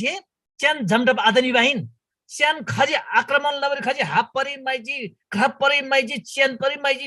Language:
Eastern Tamang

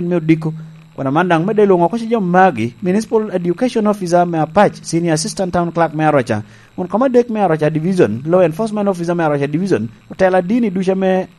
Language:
Lango (Uganda)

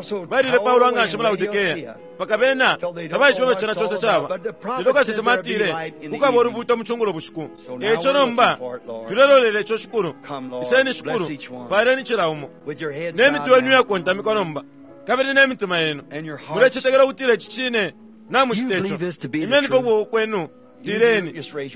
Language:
Bemba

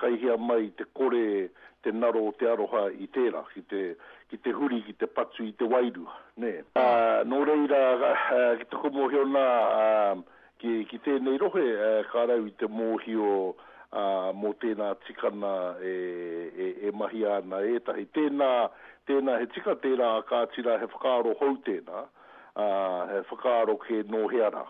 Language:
Māori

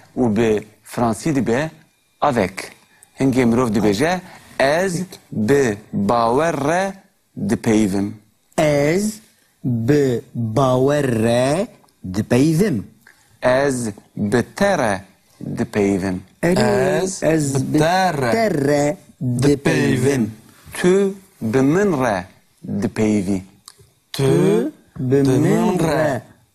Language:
Kurdish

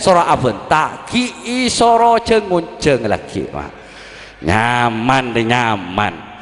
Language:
Madurese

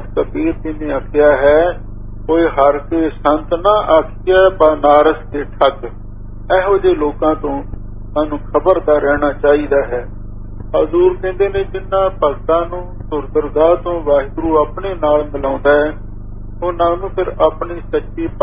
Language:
Punjabi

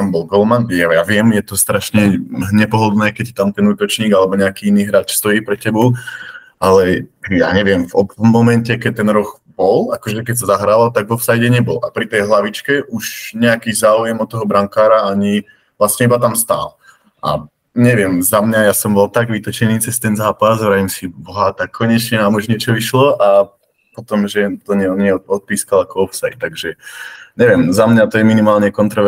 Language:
Slovak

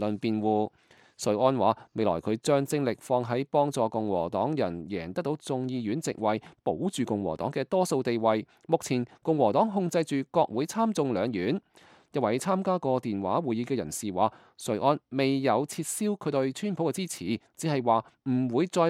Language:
Cantonese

